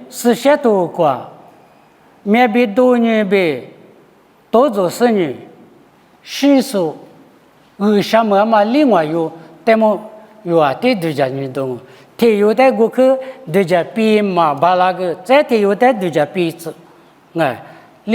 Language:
Lisu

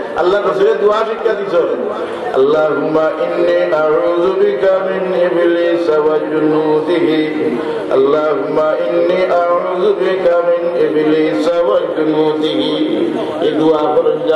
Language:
Sylheti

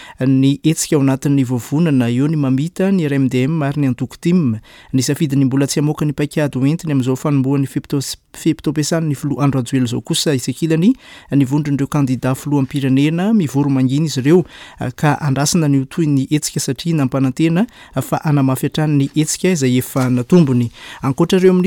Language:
Malagasy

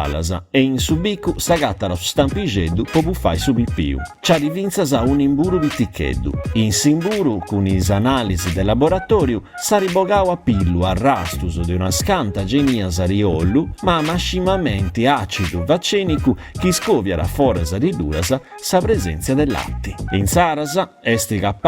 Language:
Sardinian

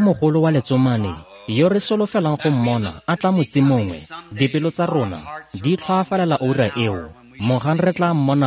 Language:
Tswana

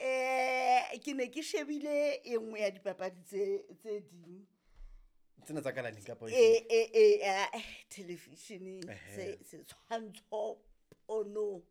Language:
Southern Sotho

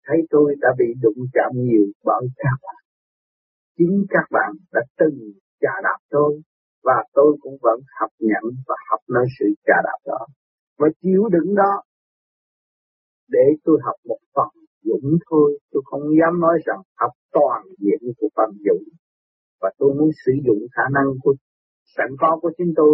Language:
Vietnamese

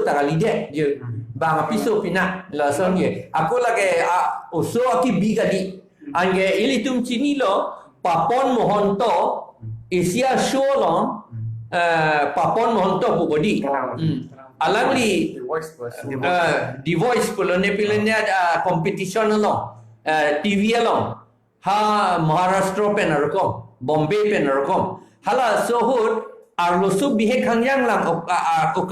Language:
Karbi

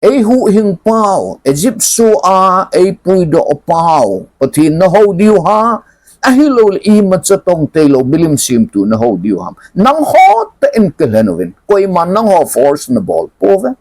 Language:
Thado Chin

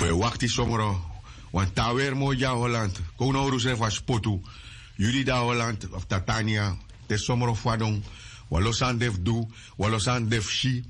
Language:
Sranan Tongo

